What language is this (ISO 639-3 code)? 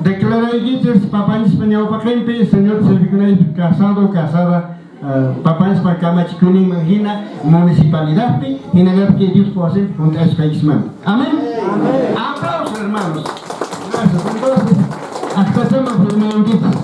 que